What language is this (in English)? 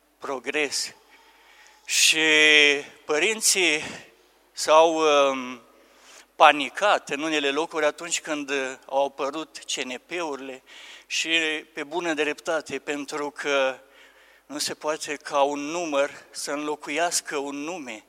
Romanian